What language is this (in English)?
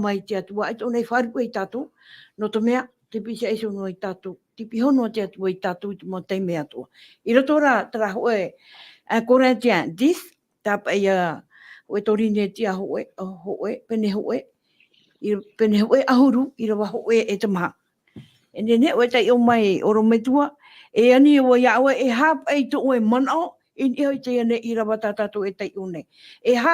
Tahitian